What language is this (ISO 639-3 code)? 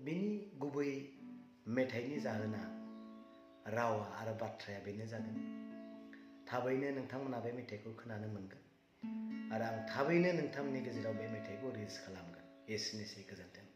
brx